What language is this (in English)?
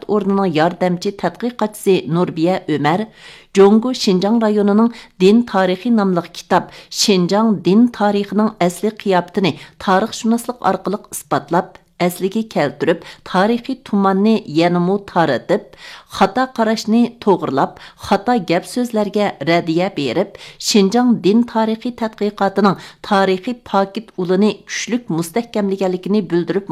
Uyghur